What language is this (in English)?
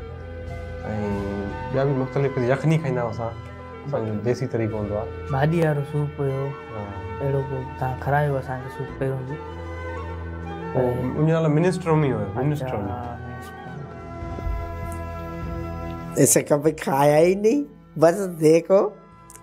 Sindhi